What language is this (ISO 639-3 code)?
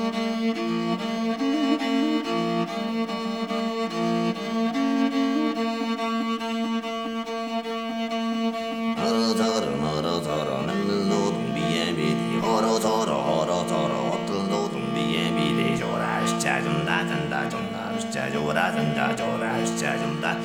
kor